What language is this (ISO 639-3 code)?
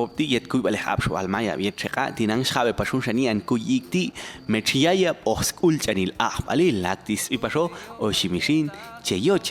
jac